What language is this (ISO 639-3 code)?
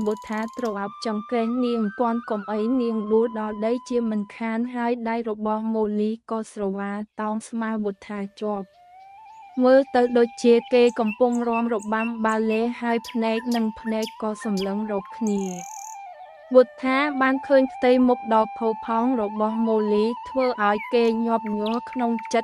khm